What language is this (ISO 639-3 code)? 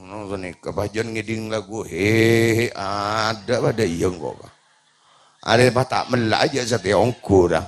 mad